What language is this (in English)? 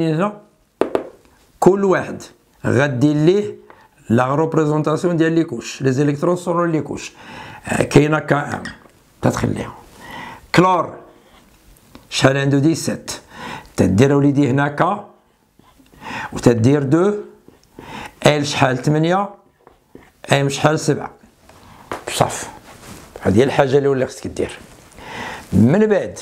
Moroccan Arabic